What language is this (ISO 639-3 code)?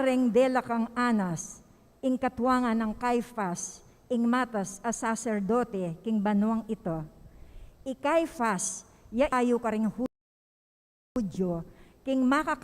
pam